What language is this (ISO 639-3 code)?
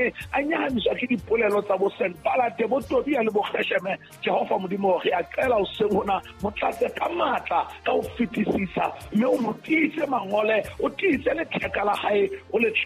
sot